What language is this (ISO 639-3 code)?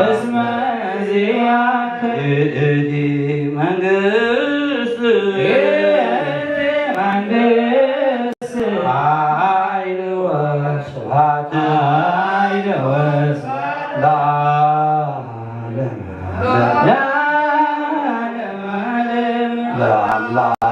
gez